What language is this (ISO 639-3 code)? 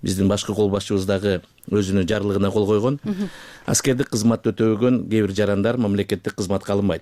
kir